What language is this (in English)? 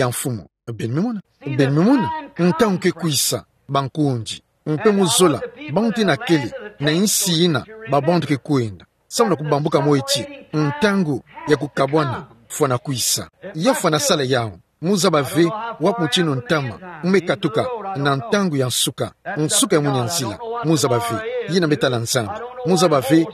Kituba (Democratic Republic of Congo)